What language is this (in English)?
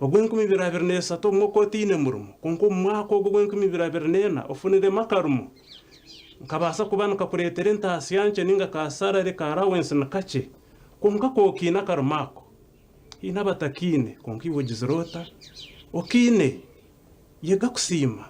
Nyankole